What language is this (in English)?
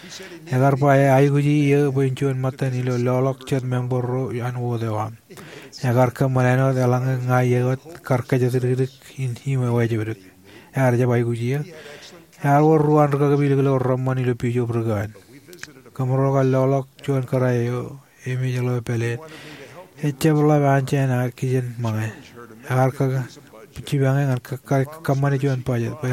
Marshallese